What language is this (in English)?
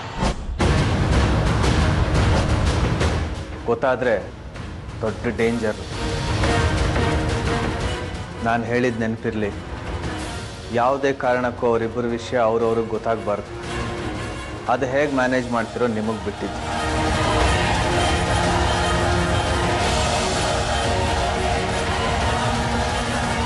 Kannada